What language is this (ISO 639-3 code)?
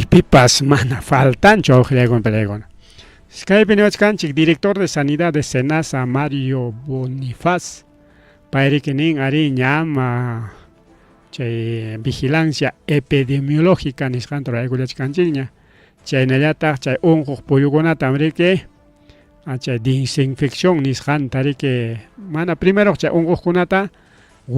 quy